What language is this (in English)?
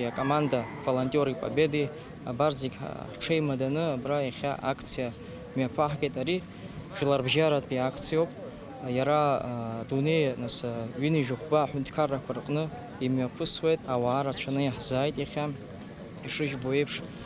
Abkhazian